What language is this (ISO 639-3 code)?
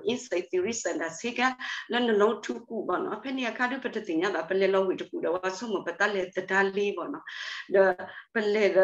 ksw